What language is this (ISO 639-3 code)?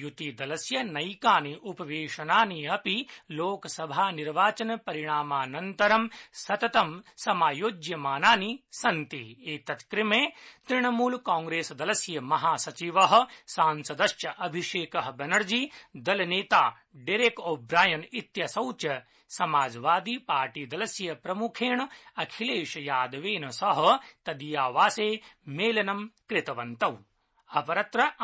san